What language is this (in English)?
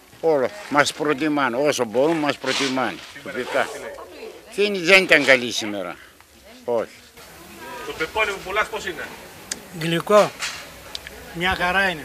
Greek